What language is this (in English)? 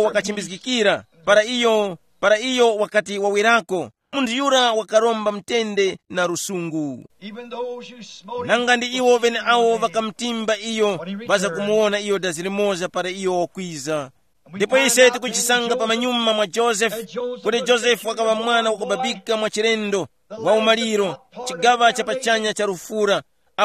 Tumbuka